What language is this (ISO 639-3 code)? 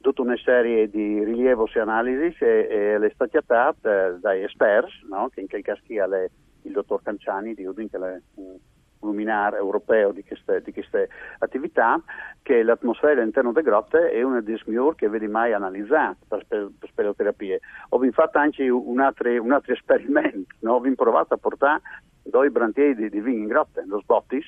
fur